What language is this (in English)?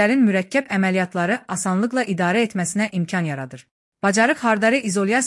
Azerbaijani